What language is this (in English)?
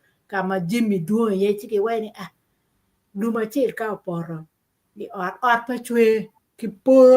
Acoli